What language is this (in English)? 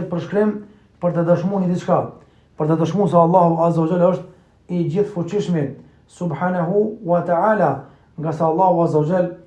Albanian